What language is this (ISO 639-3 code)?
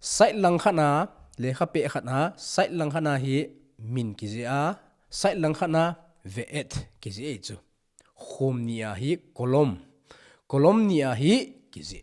tcz